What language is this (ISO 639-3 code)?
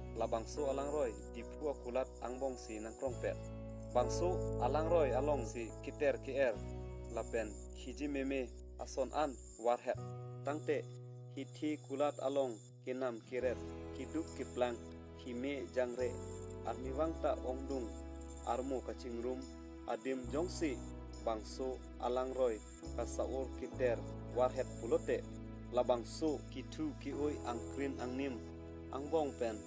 mjw